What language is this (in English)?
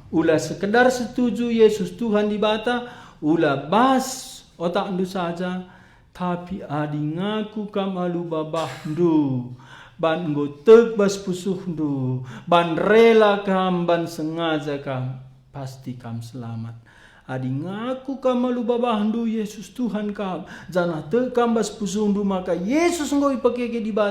Batak Karo